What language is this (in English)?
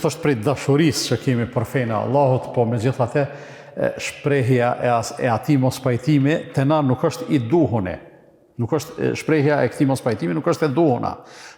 Albanian